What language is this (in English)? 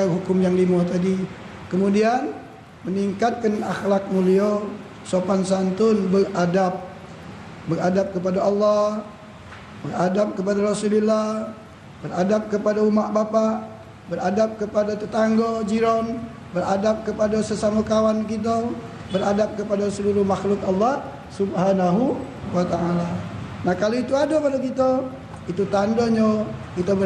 Musi